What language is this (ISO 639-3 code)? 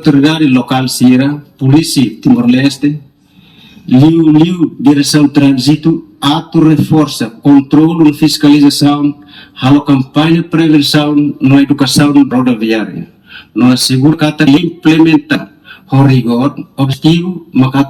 tet